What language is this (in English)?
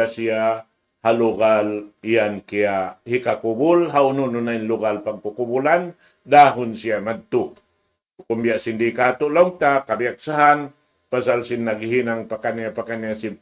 Tausug